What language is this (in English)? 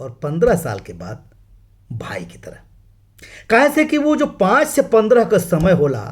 Bhojpuri